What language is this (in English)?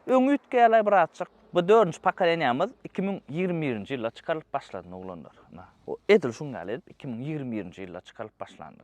Turkmen